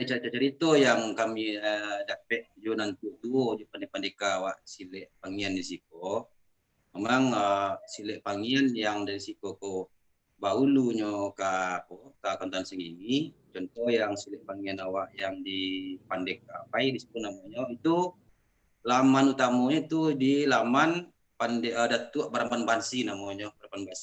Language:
Minangkabau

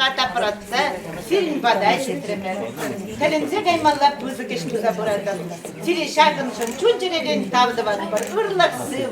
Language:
Chuvash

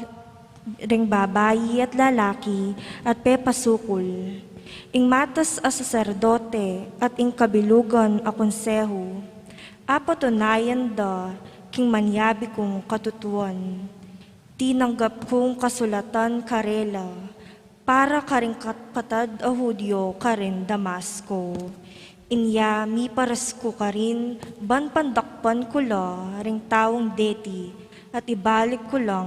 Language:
Pampanga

